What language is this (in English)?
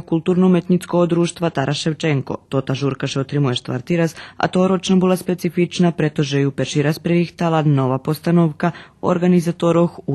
Rusyn